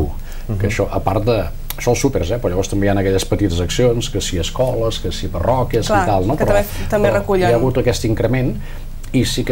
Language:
Catalan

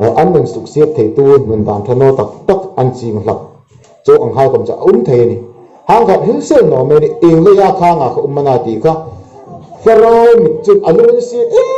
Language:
Hmar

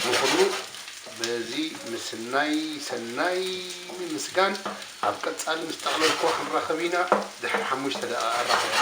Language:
Tigrinya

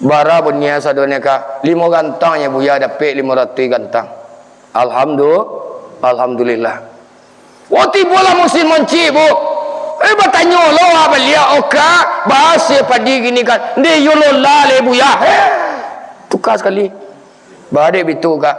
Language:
Minangkabau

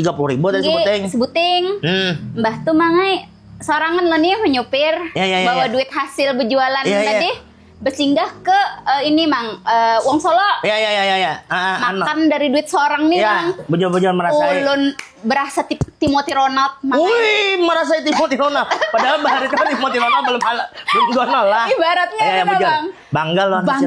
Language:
Banjar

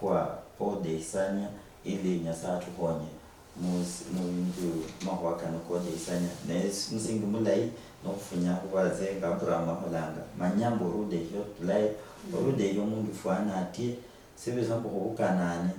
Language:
Luyia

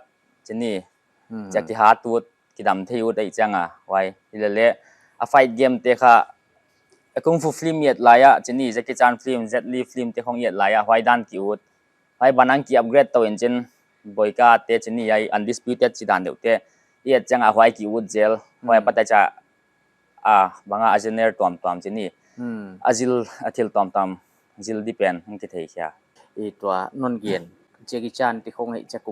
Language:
Paite Chin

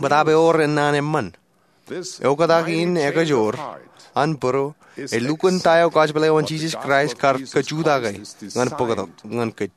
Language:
Marshallese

